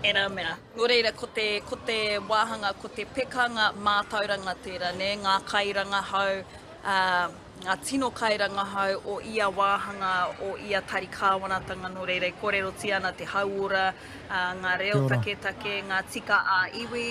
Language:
Māori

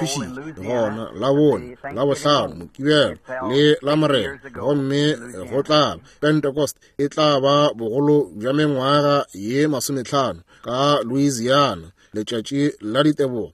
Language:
Northern Sotho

